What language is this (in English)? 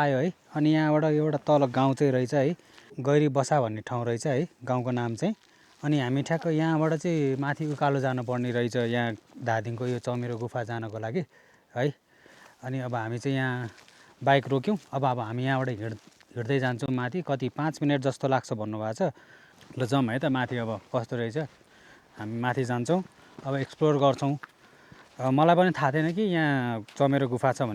Nepali